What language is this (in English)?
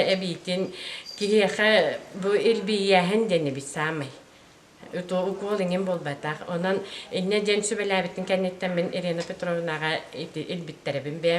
Yakut